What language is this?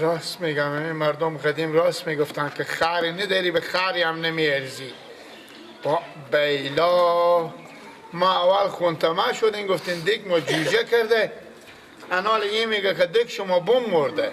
Persian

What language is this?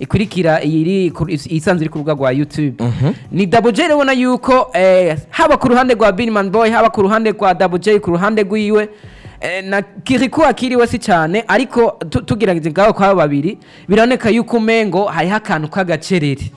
Rundi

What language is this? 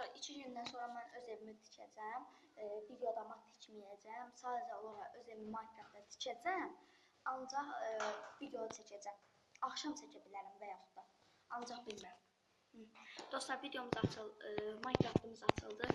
Azerbaijani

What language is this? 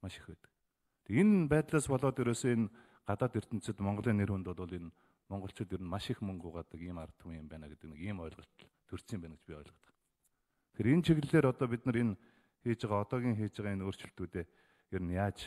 Mongolian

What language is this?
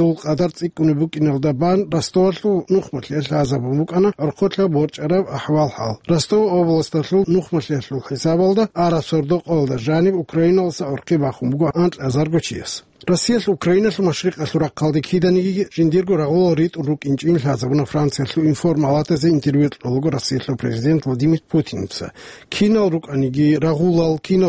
Avaric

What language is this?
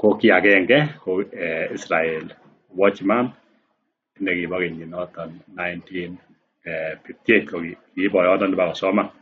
Kalenjin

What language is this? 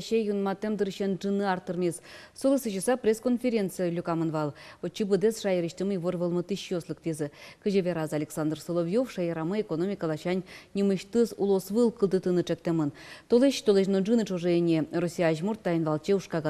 Udmurt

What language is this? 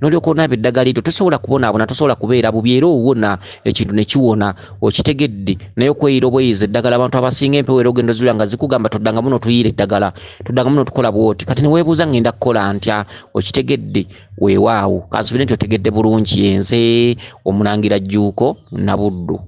Ganda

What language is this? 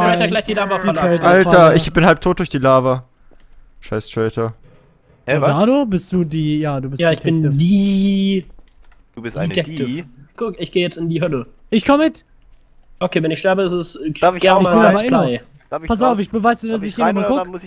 German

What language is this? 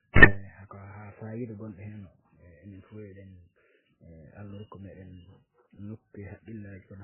Fula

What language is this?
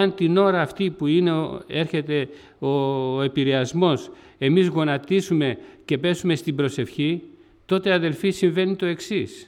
Greek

